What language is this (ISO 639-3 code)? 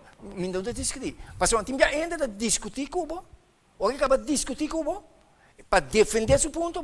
pap